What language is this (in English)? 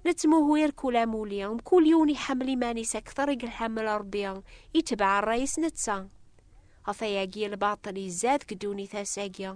Kabyle